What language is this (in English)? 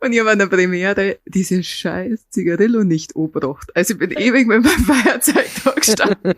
Bavarian